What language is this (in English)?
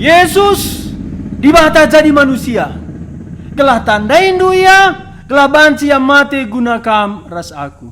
Batak Karo